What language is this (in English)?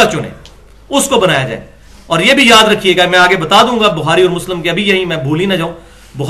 Urdu